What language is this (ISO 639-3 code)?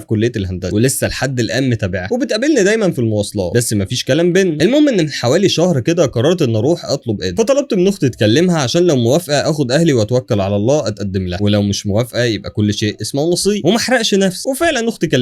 arz